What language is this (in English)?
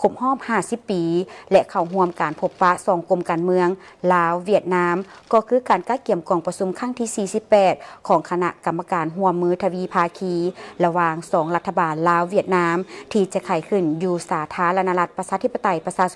Lao